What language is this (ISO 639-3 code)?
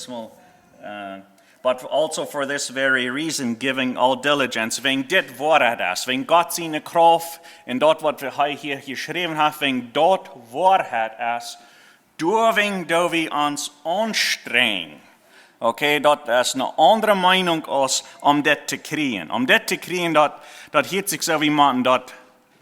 pdt